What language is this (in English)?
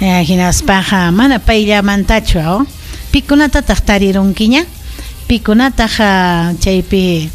Ayacucho Quechua